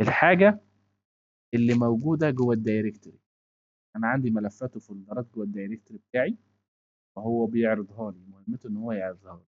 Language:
Egyptian Arabic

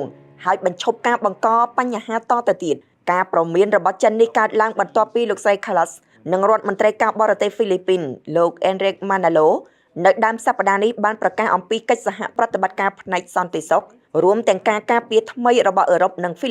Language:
Khmer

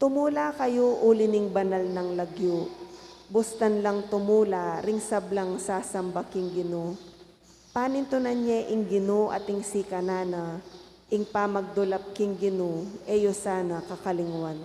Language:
Pampanga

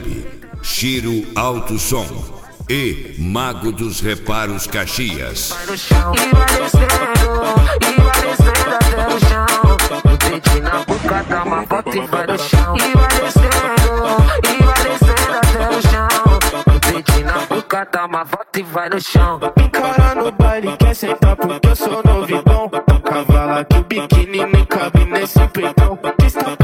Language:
Portuguese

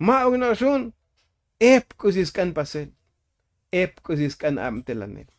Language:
Tzotzil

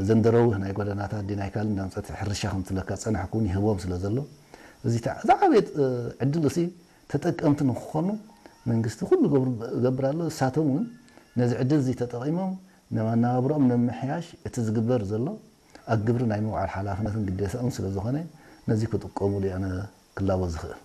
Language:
Tigrinya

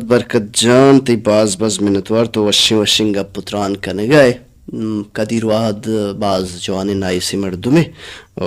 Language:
Baluchi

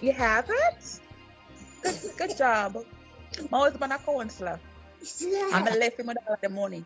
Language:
Jamaican Creole English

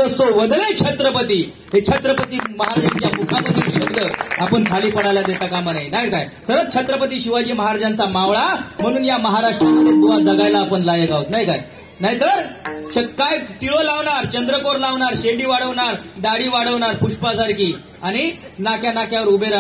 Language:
Marathi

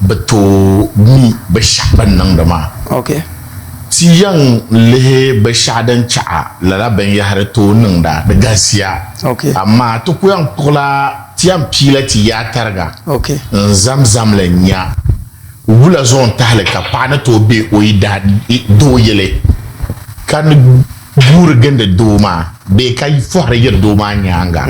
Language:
Dagbani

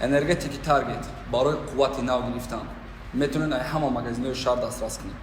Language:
Tajik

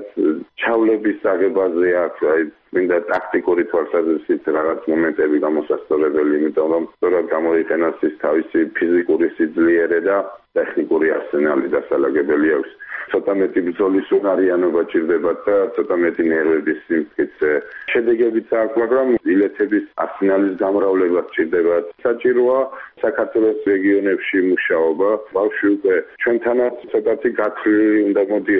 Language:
Georgian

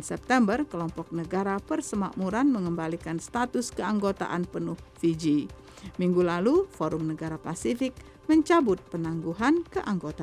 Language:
Indonesian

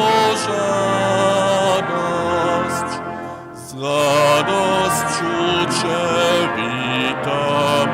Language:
Upper Sorbian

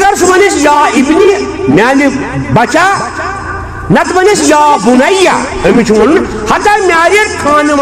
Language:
Kashmiri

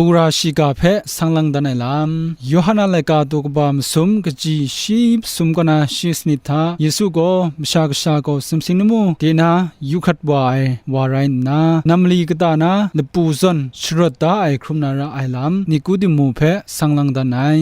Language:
Kachin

